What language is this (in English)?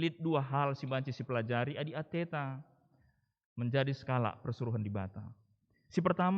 Batak Karo